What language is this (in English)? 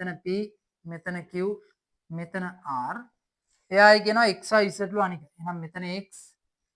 Sinhala